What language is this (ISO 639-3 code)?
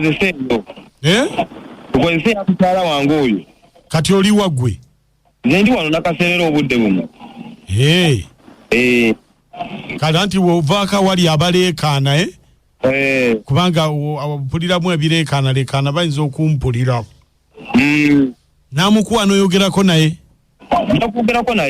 lug